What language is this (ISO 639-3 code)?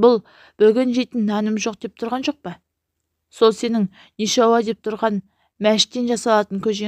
kaz